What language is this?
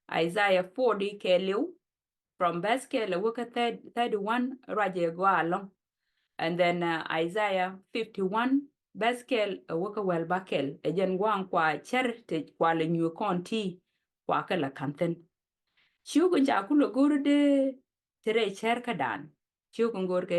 Nuer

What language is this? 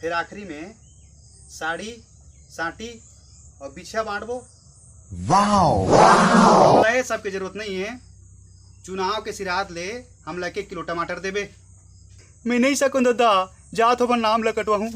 Chhattisgarhi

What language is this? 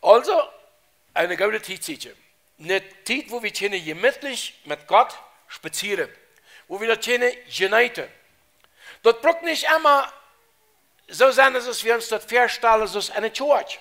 Plautdietsch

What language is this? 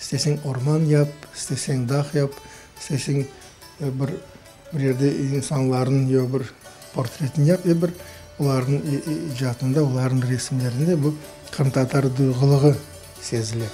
Crimean Tatar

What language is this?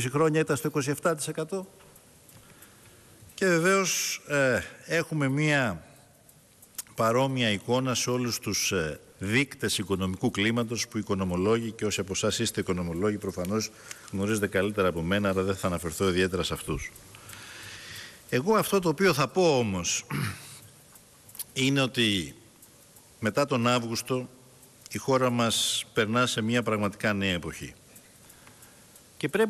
Greek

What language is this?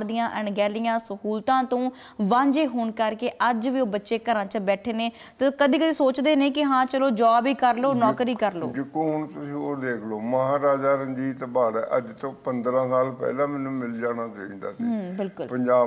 Punjabi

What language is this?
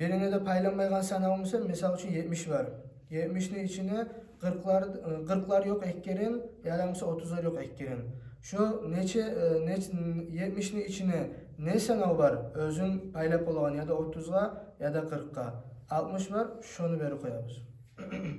Kumyk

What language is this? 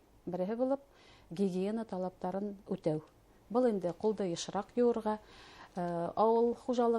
Bashkir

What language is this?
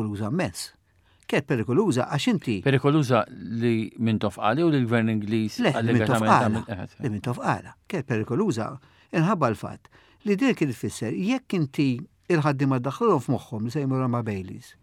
Maltese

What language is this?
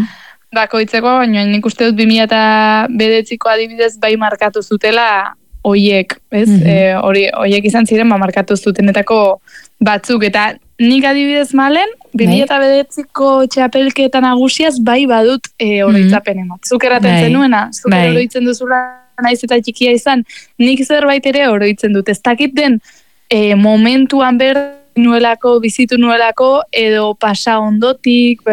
Basque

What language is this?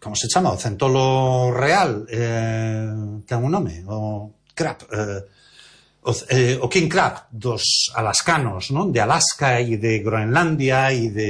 Galician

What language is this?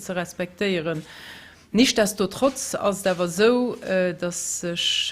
Luxembourgish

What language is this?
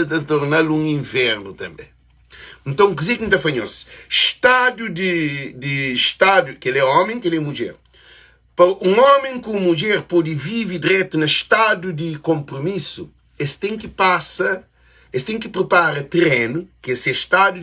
Kabuverdianu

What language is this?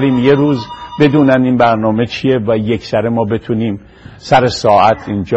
Persian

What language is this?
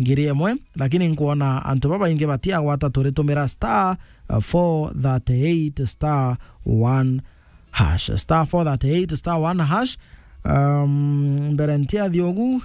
Meru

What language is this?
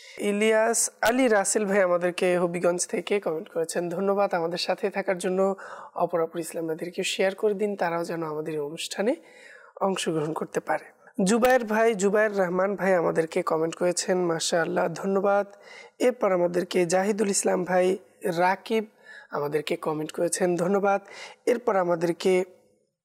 Bangla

